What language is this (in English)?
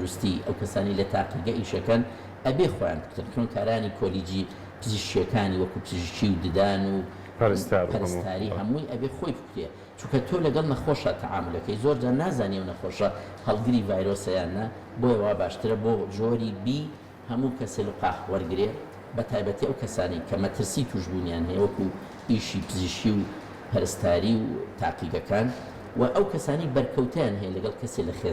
Central Kurdish